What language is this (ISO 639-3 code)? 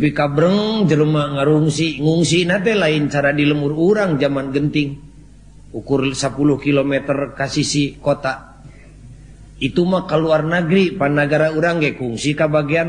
sun